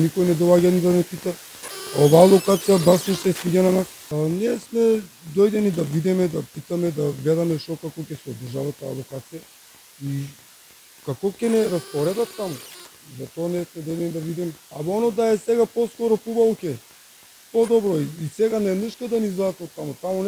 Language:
Macedonian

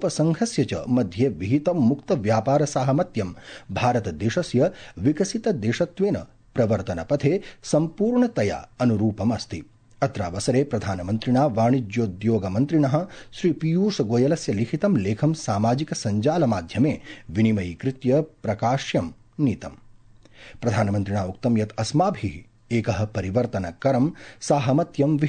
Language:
Sanskrit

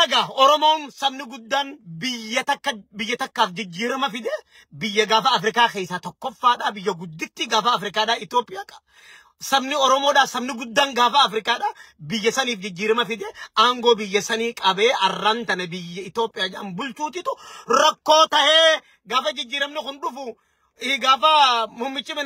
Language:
Oromo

